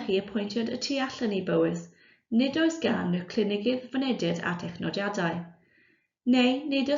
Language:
Welsh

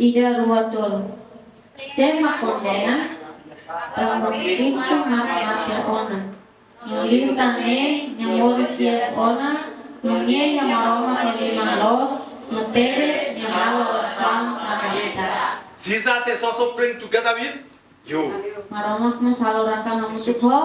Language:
Tetum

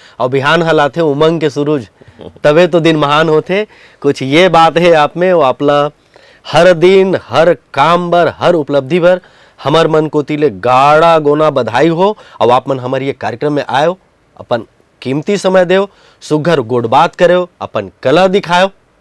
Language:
Chhattisgarhi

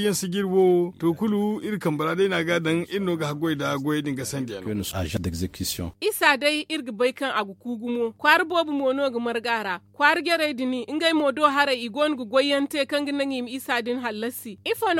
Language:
Zarma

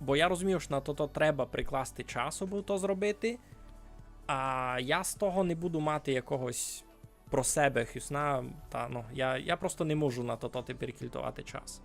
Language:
Rusyn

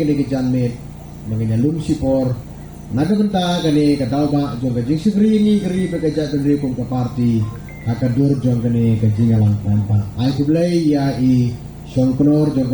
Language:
Khasi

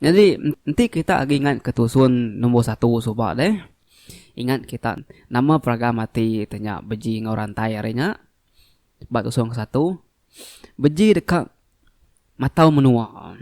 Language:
Iban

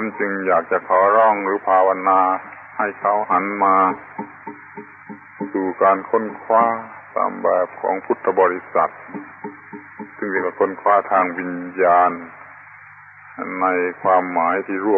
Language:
Thai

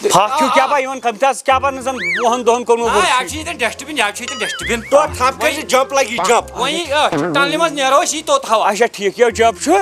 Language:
Kashmiri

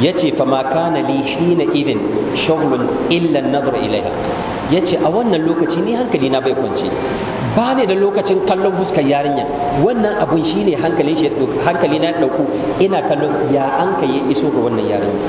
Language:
Hausa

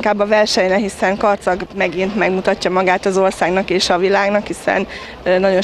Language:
Hungarian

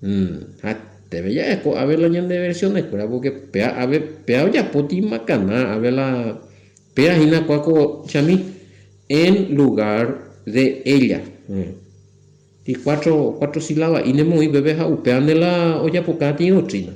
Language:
Guarani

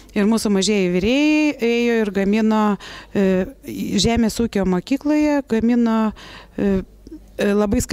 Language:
Lithuanian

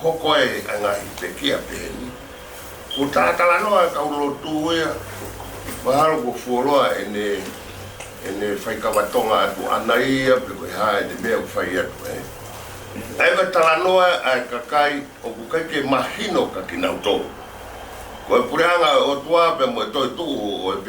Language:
Tongan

